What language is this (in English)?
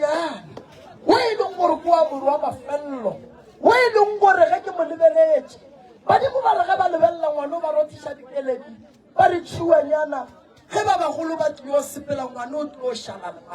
Northern Sotho